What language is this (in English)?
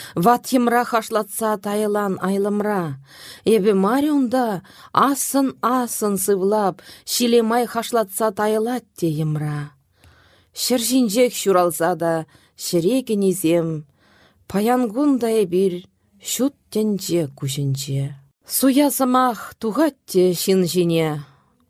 Chuvash